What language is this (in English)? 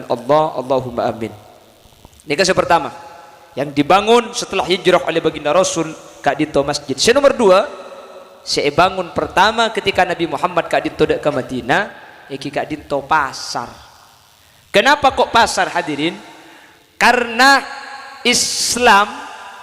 Madurese